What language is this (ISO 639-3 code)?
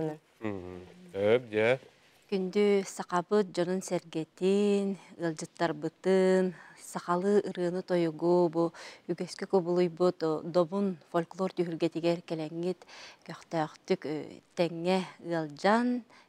sah